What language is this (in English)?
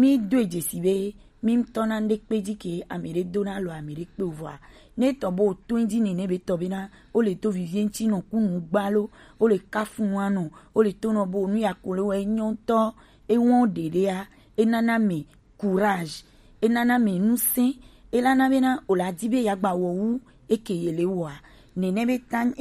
Gen